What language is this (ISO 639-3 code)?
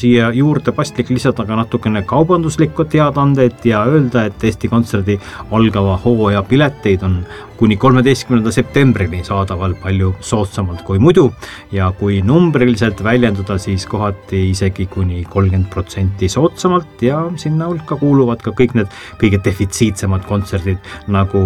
est